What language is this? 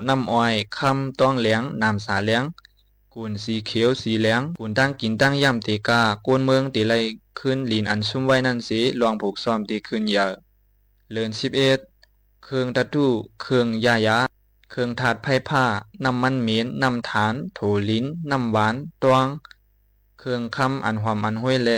Shan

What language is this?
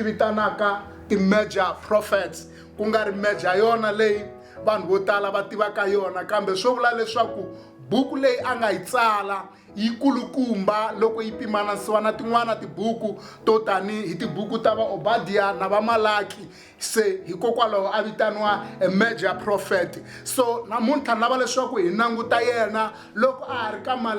Tsonga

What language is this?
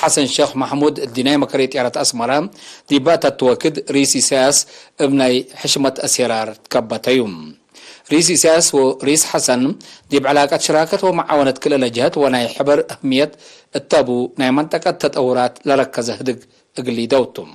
Tigre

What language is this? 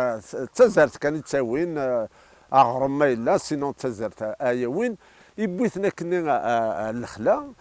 Kabyle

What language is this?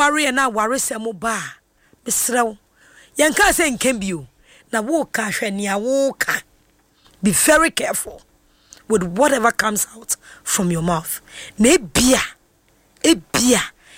Akan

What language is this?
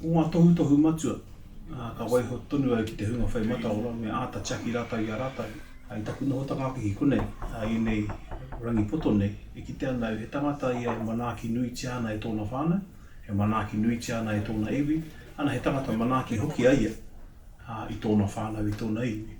Māori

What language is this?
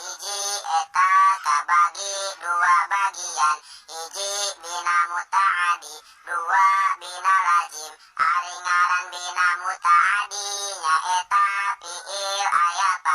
Sundanese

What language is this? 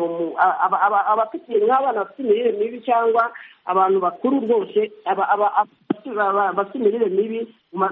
Kinyarwanda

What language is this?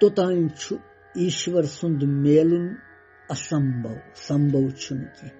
Kashmiri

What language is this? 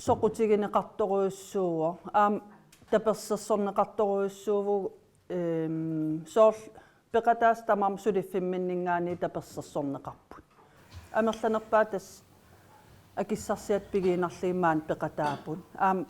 Kalaallisut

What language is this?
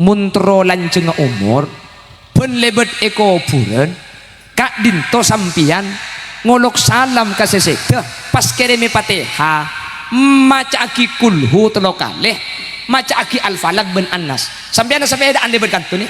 Madurese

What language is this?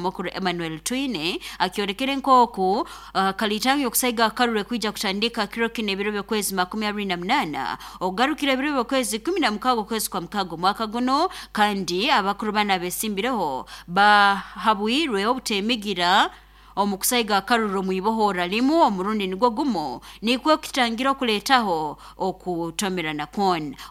Nyoro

